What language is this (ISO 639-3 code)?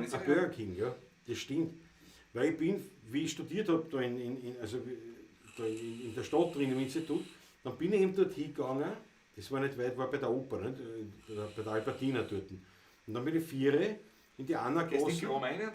bar